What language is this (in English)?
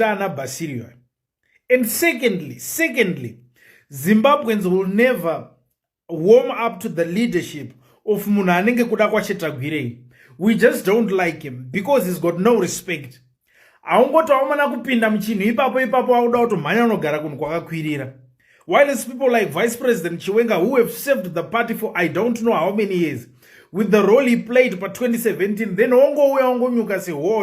Shona